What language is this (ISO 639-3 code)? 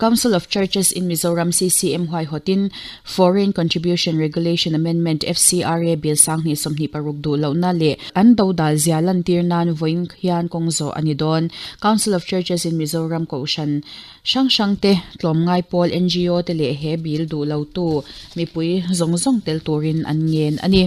lus